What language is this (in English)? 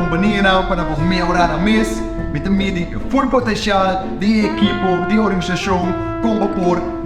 Papiamento